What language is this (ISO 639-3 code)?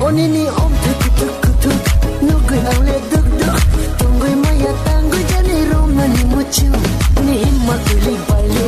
trp